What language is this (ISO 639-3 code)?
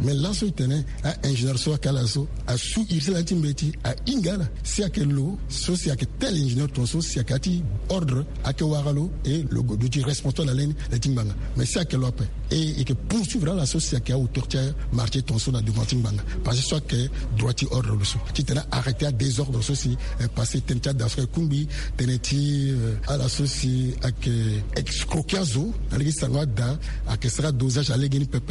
sag